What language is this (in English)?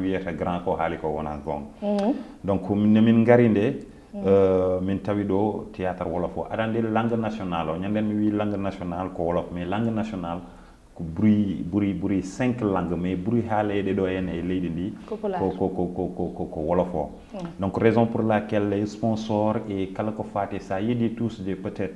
Fula